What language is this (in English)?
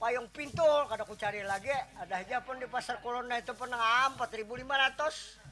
Banjar